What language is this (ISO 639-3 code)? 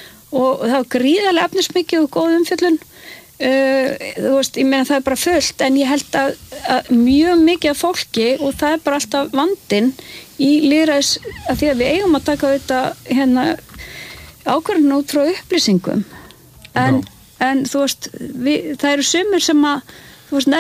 isl